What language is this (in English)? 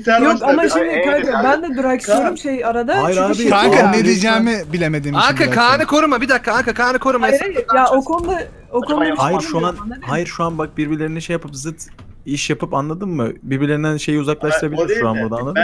Turkish